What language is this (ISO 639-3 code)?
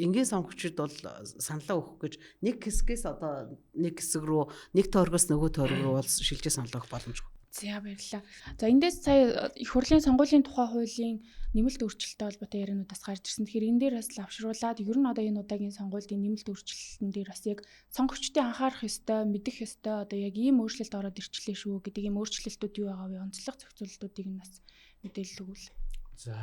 mon